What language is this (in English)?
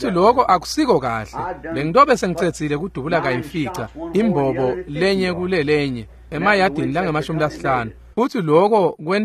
Swati